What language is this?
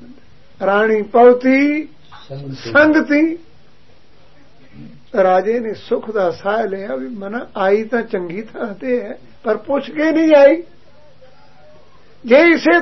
Punjabi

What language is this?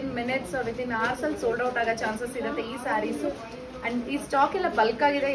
Kannada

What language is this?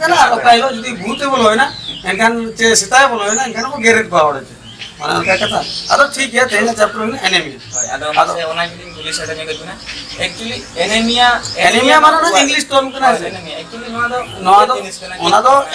Santali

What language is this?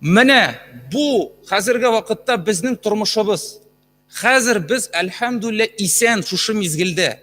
Tatar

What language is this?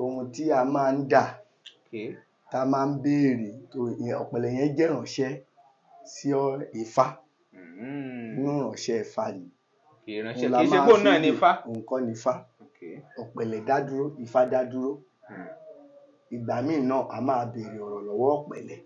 Yoruba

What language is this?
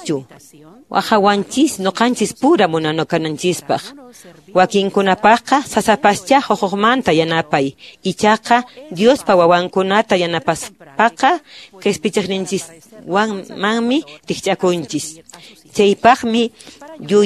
Quechua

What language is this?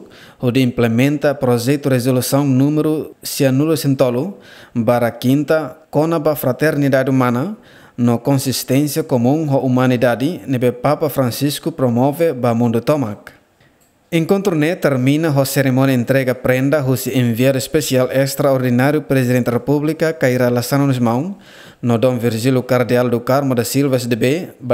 Tetum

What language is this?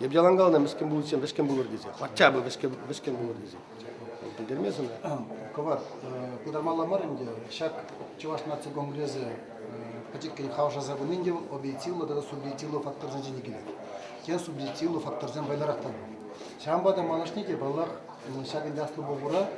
Chuvash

